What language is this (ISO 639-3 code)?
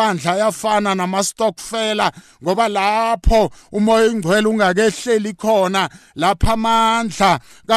nbl